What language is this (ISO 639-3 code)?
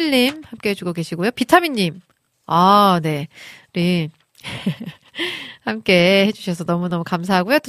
kor